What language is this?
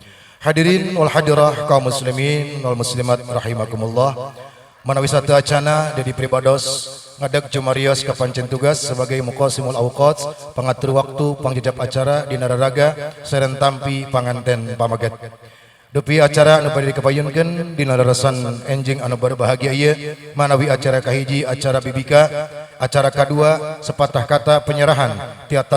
Sundanese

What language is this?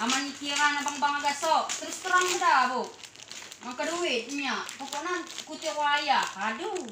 Komering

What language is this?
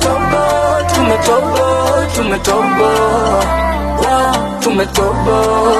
Swahili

